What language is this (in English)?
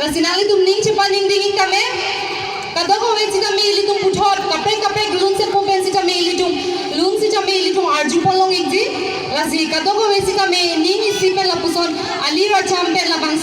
Karbi